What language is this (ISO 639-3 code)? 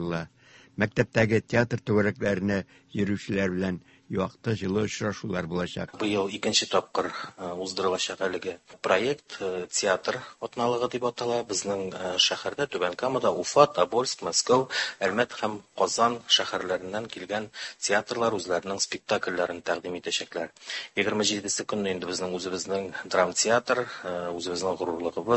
tat